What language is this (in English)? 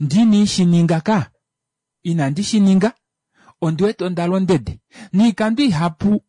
Kuanyama